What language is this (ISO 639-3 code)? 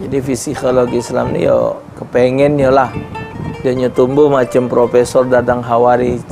mui